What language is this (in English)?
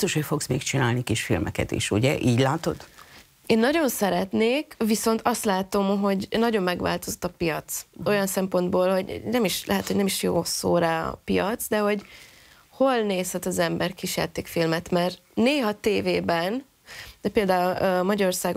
Hungarian